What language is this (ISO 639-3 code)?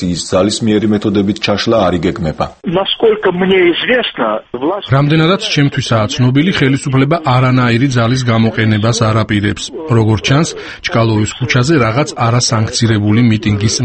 kat